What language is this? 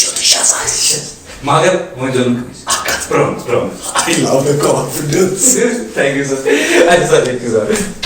Kashmiri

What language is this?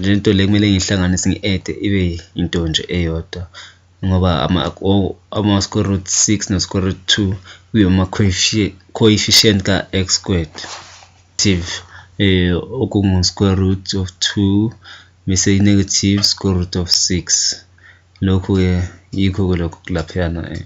Zulu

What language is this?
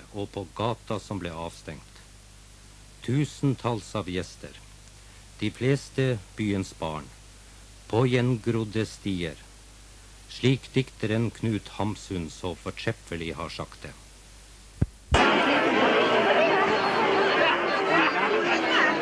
Norwegian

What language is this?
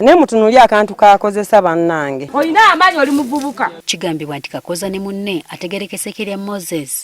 Ganda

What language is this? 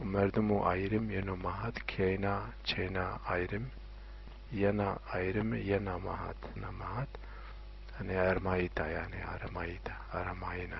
Zaza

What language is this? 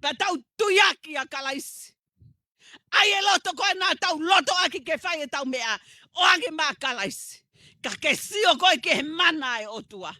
Tongan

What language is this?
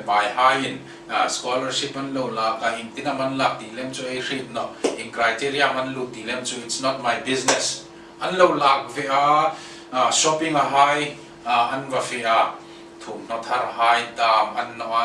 Hmar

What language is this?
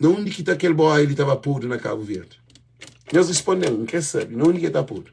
Kabuverdianu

